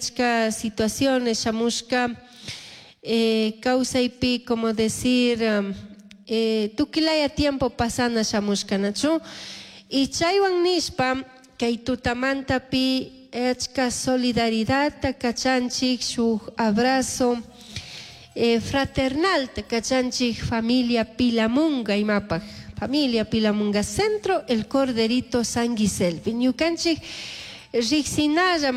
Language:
Chimborazo Highland Quichua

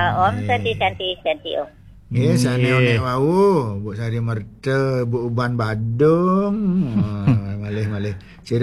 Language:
Balinese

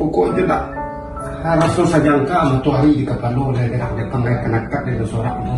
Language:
Minangkabau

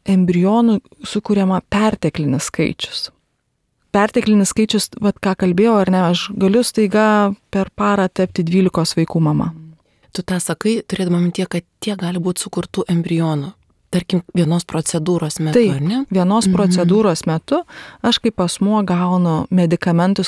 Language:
Lithuanian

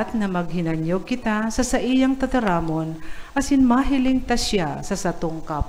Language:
Bikol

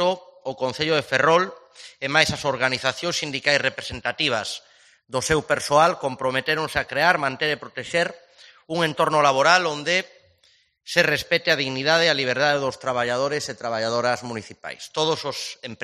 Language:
Galician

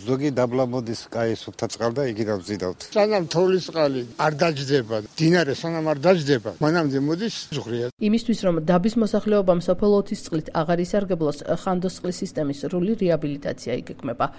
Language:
Georgian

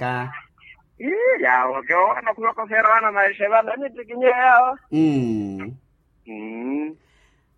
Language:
Makhuwa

